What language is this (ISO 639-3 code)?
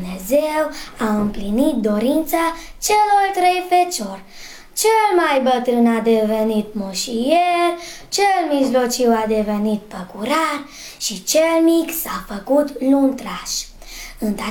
ron